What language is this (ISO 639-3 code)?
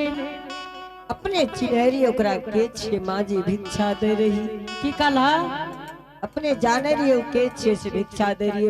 anp